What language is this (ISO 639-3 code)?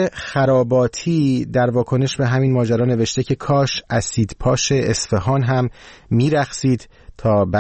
fas